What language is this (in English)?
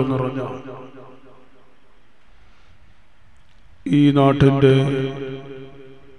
Malayalam